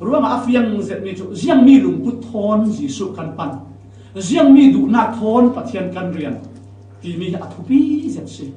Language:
Falam Chin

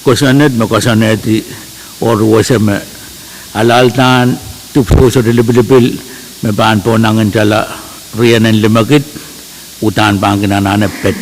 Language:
Pohnpeian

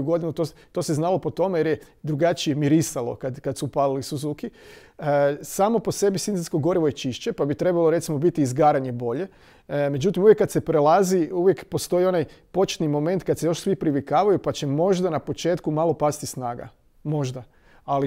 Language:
Croatian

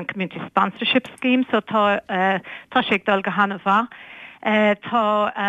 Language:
Irish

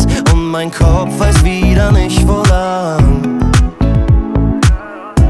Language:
German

